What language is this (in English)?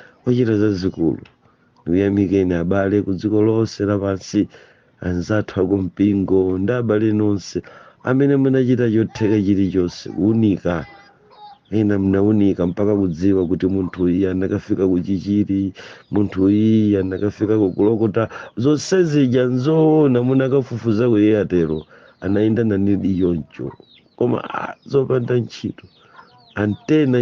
Nyanja